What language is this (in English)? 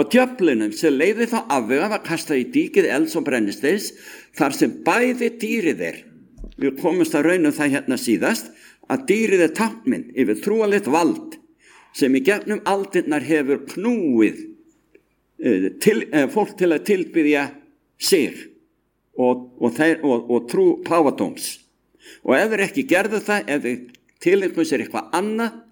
Icelandic